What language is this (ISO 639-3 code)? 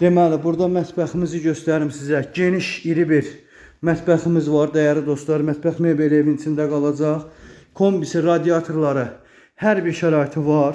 aze